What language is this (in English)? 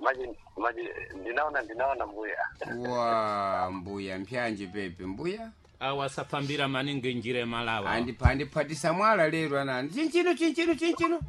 Sena